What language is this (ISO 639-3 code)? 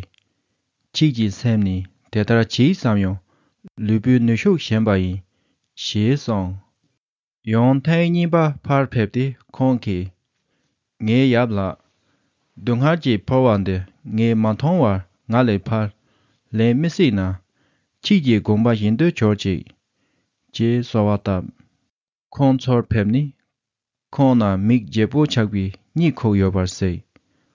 bod